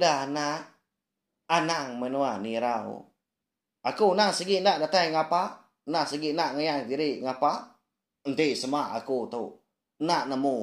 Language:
Iban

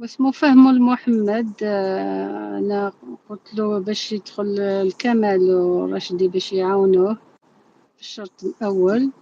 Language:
Algerian Arabic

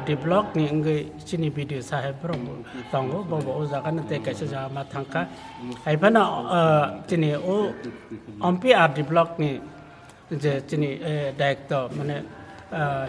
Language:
Kok Borok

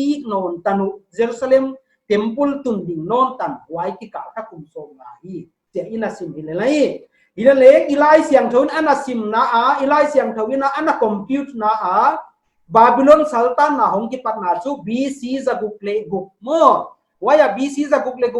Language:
Paite Chin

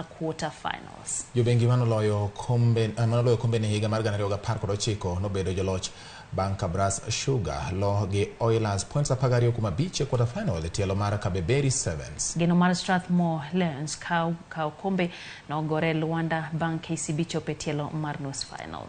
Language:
Luo (Kenya and Tanzania)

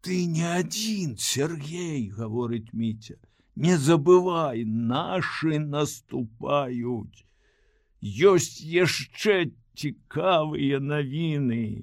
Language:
Belarusian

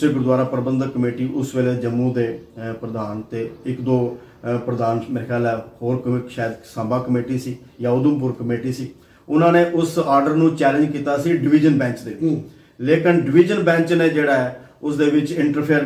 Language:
Punjabi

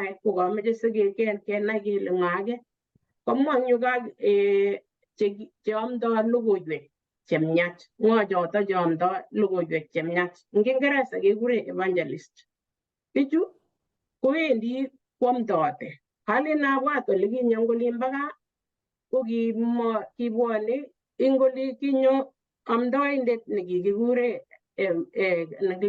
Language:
Kalenjin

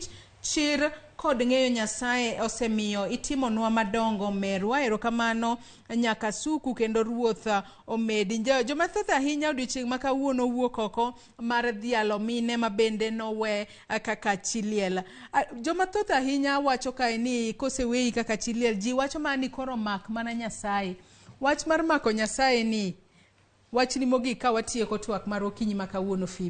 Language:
Luo (Kenya and Tanzania)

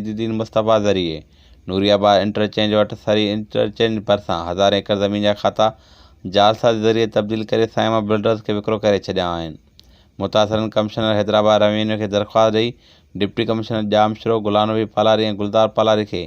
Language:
Sindhi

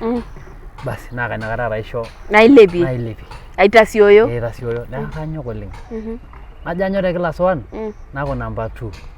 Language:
Masai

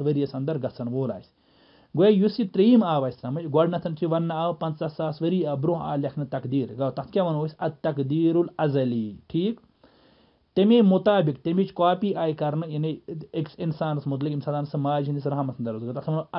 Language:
Kashmiri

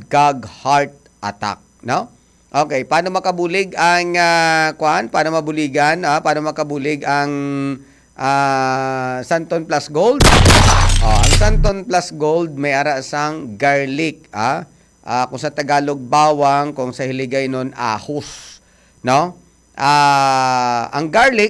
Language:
Hiligaynon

